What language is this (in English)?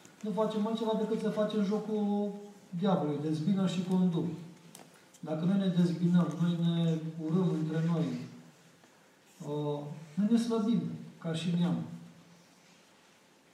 Romanian